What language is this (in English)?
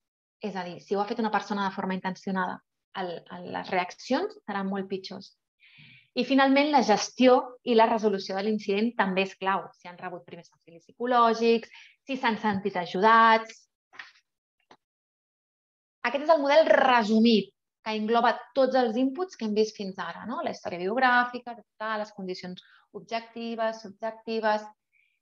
Catalan